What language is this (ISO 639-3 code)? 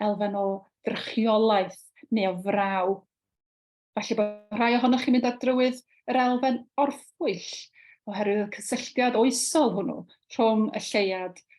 cym